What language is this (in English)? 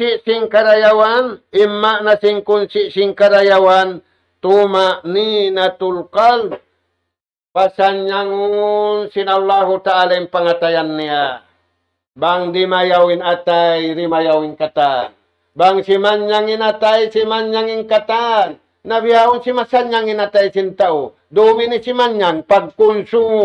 Tausug